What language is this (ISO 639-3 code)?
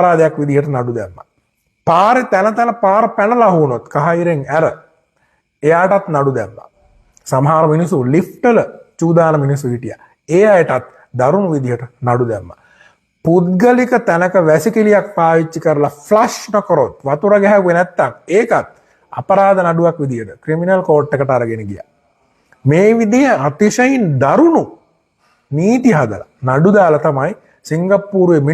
sin